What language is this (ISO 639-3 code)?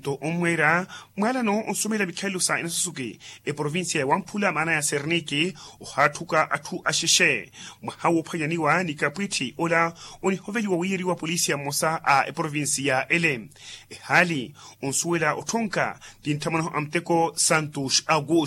vmw